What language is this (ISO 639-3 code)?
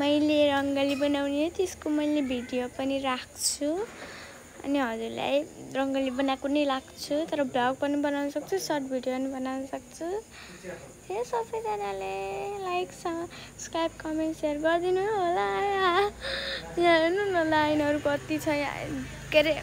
nep